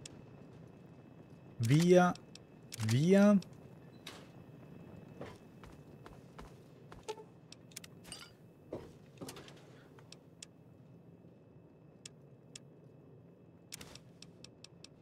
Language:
Italian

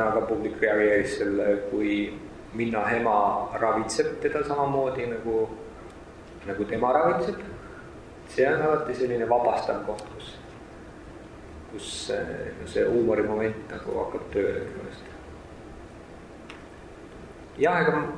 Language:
Estonian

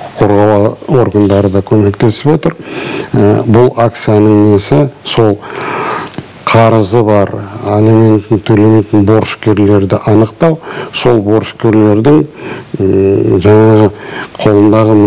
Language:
Kazakh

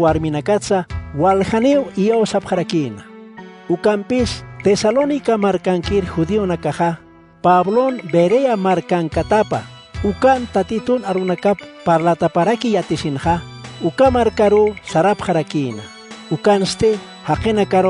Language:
Aymara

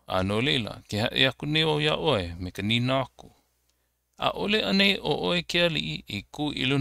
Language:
Hawaiian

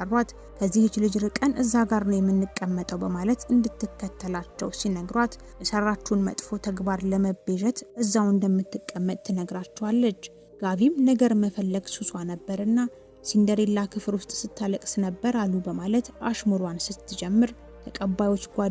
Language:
Amharic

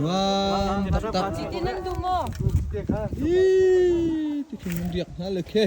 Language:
Hakha Chin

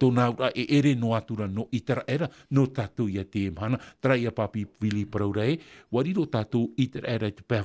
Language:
Tahitian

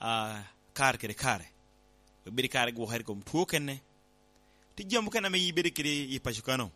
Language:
Lango (Uganda)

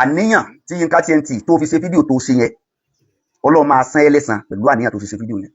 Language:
Yoruba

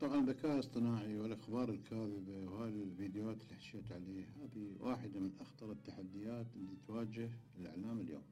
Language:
Mesopotamian Arabic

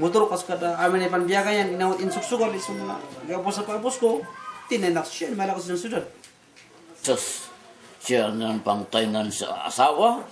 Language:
Kankanaey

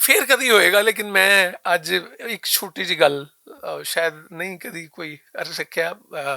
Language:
Western Panjabi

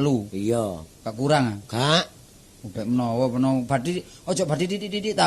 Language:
Javanese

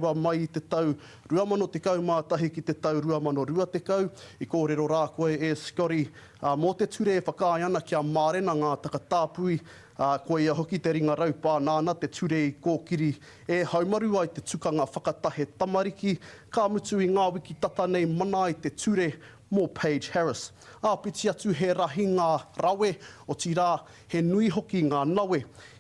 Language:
Māori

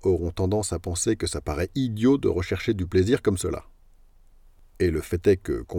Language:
French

